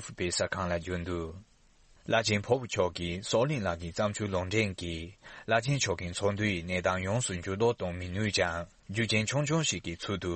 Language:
Tibetan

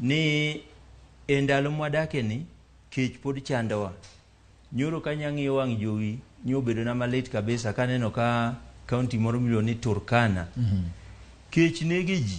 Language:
Luo (Kenya and Tanzania)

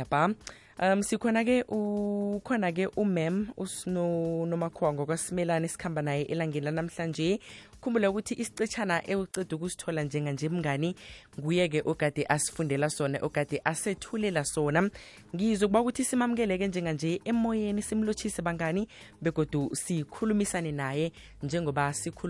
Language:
South Ndebele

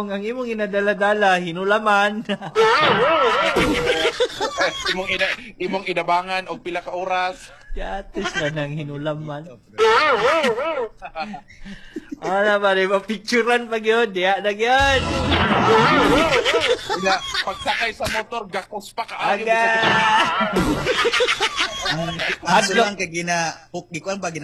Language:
Cebuano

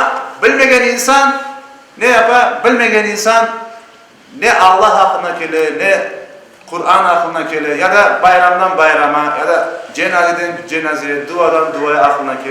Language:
Crimean Tatar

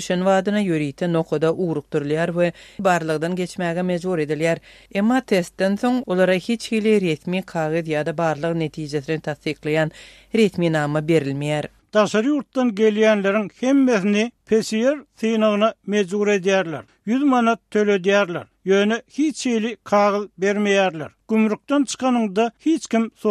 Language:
Turkmen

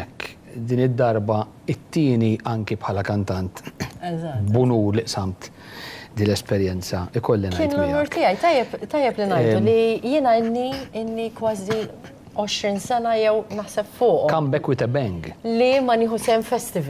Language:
Maltese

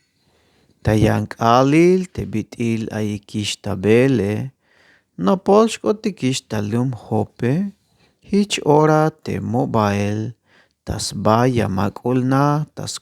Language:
Tzeltal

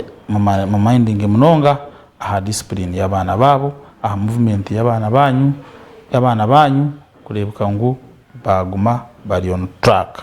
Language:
Nyankole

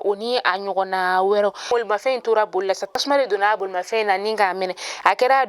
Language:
Bambara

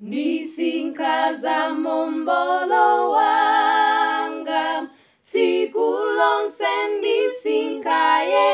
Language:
Nyanja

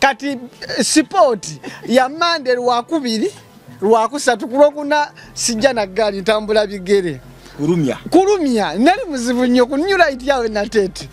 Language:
Ganda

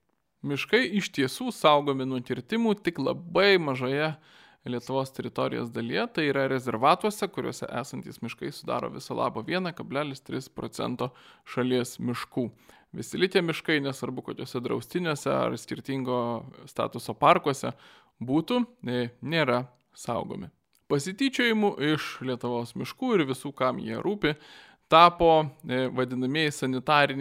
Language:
Lithuanian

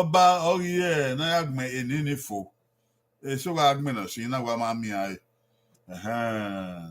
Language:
Bini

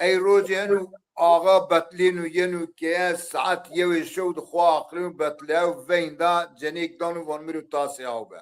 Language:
Zaza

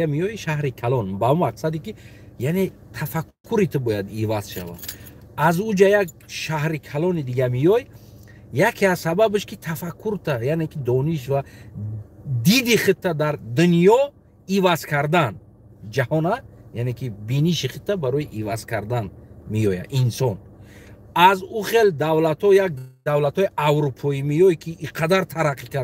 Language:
Tajik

